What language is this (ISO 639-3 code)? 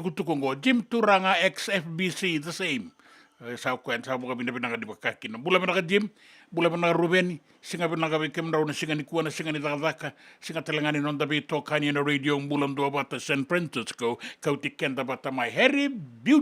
fij